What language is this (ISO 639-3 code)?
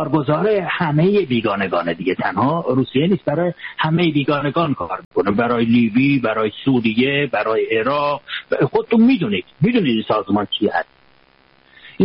fas